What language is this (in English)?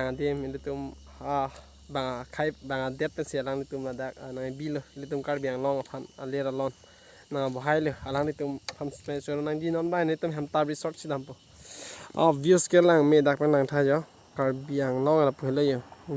Karbi